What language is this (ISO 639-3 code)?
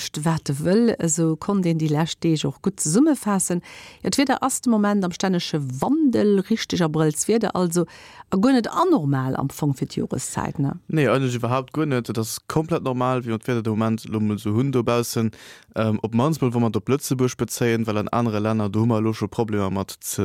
ltz